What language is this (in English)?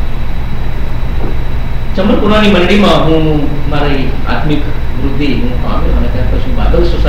Gujarati